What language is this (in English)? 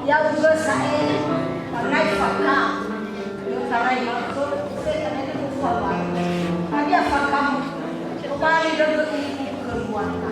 Nias